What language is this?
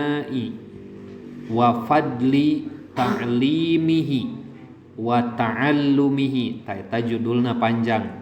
Sundanese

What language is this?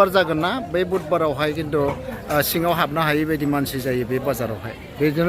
Bodo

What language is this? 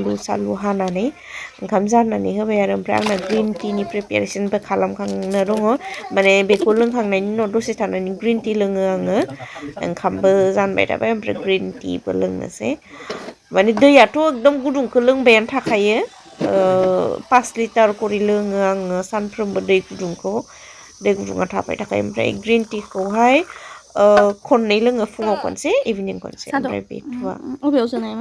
Bodo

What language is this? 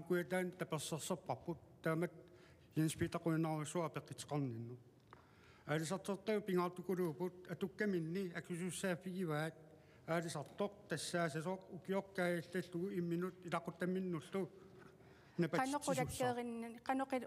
Kalaallisut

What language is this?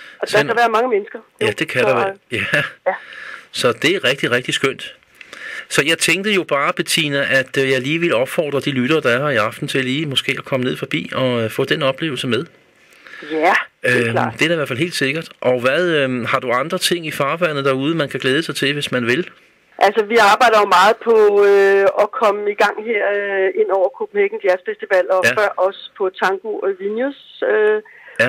Danish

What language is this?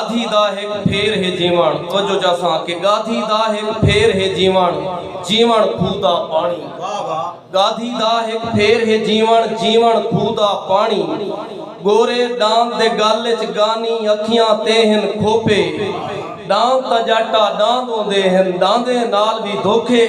Saraiki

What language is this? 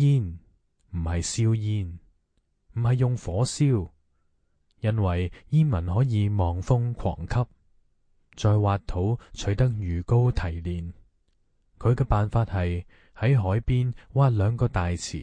Cantonese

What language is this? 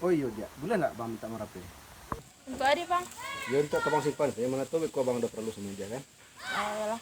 Minangkabau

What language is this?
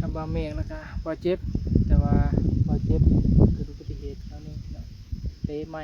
Northeastern Thai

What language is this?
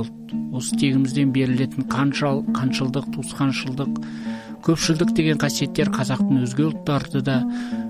Kazakh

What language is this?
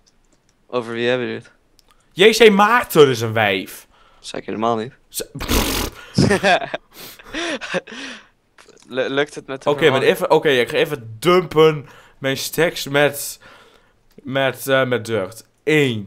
Dutch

